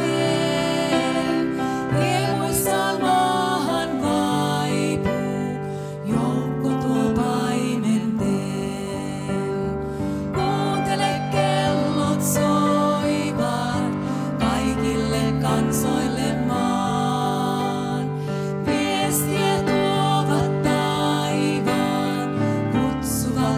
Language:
Finnish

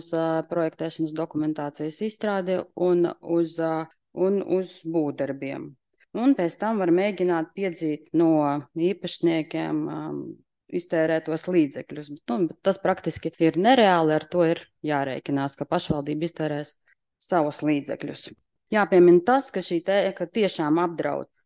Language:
Latvian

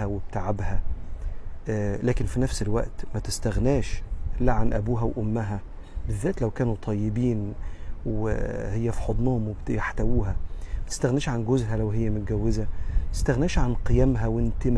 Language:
Egyptian Arabic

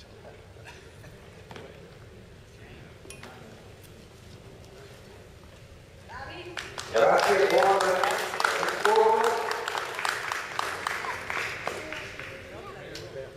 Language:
Italian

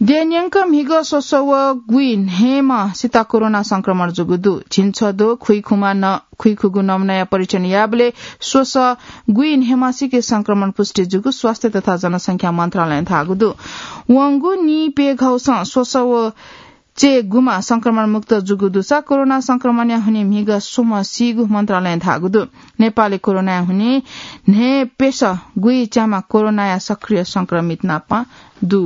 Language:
Newari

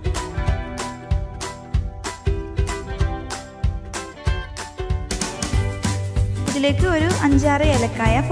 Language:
Malayalam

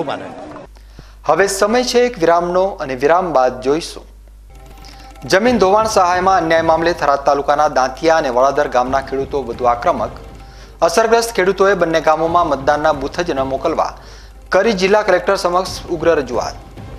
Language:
Gujarati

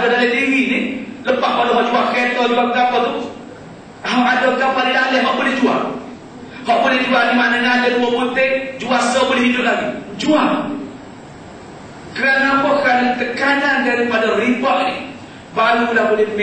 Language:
Malay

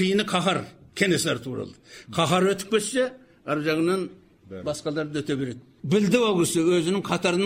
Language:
Kazakh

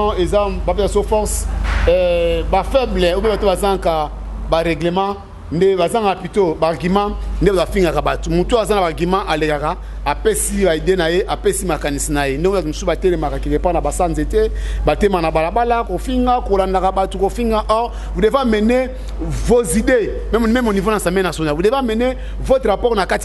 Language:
Lingala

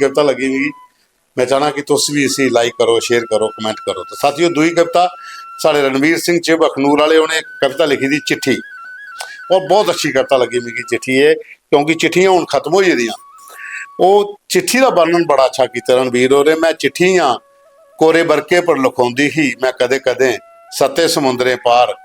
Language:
Dogri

